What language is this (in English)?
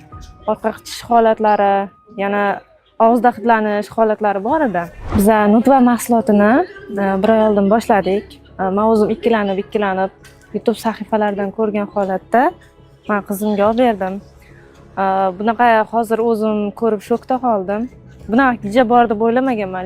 Uzbek